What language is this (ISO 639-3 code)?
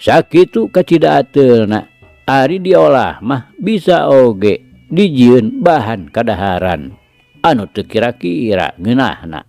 sun